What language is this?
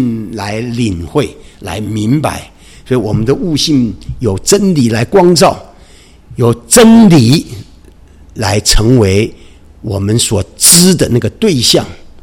Chinese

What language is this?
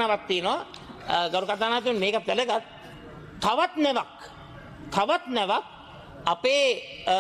Sinhala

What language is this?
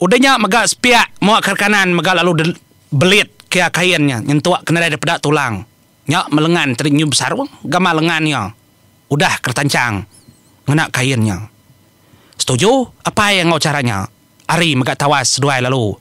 Iban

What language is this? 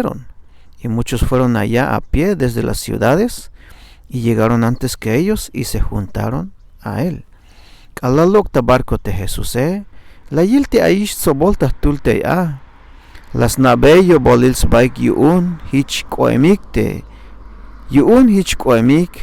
Tzeltal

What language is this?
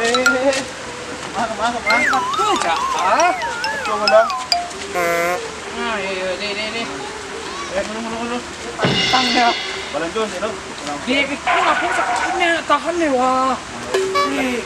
Minangkabau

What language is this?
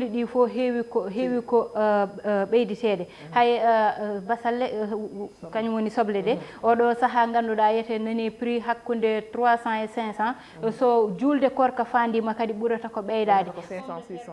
Fula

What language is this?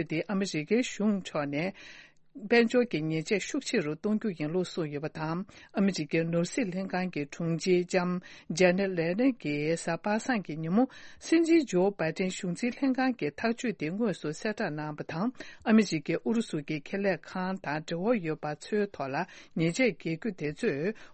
Tibetan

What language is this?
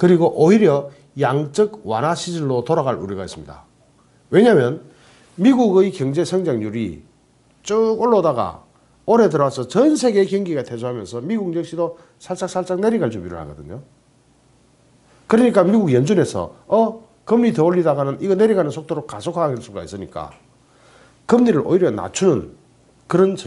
Korean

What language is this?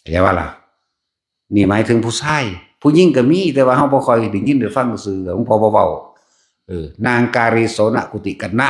Northeastern Thai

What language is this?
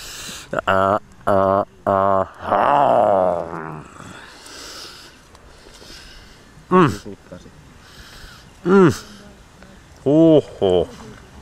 Finnish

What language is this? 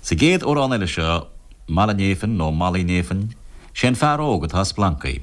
Irish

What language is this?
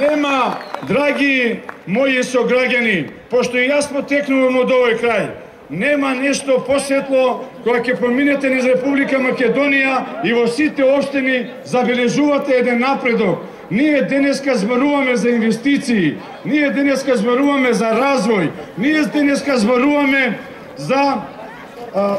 Macedonian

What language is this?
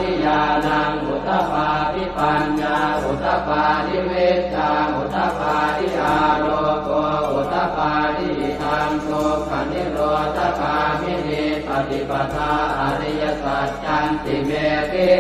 Pali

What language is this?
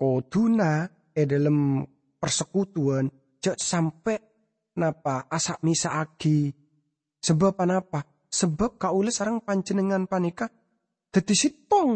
Madurese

